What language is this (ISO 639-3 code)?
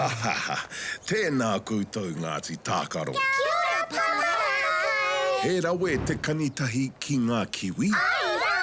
mri